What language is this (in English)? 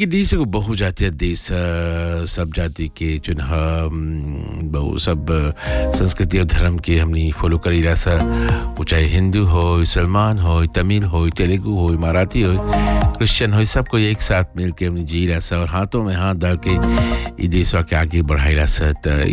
Bhojpuri